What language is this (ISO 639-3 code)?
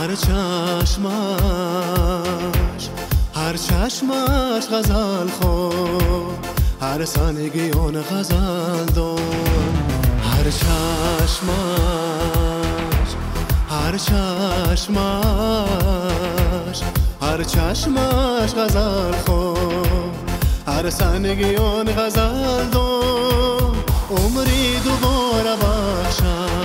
tgk